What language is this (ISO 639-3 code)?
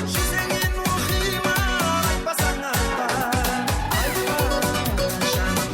kaa